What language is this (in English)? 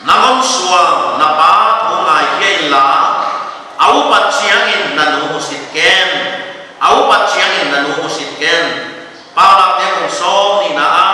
Paite Chin